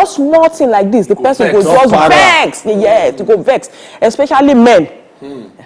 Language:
Nigerian Pidgin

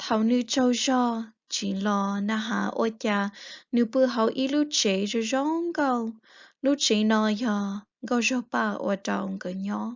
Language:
Hmong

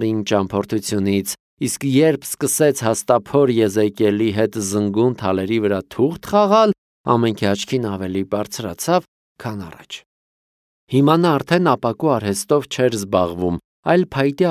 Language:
Armenian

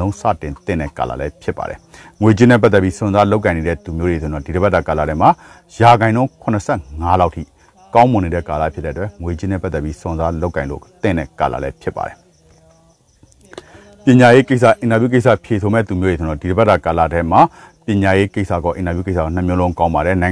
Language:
Burmese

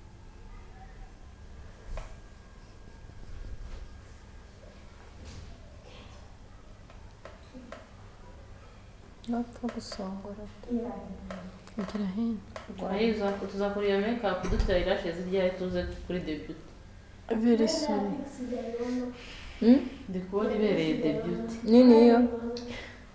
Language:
Kinyarwanda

